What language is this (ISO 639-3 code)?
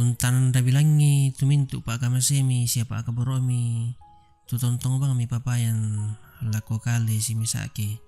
sda